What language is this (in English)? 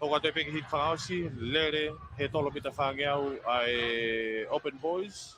Tongan